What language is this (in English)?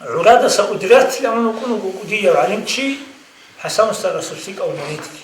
Avaric